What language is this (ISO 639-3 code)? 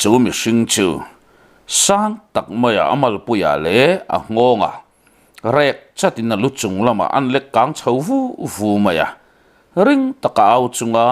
lus